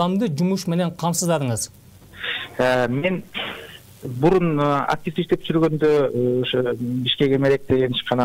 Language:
Kyrgyz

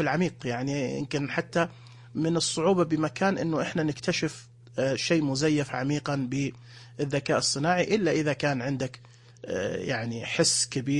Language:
Najdi Arabic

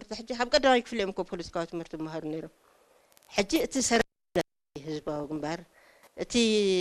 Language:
Tigrinya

